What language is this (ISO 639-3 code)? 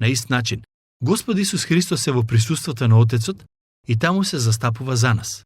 mkd